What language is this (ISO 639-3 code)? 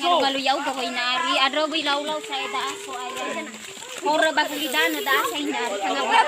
nia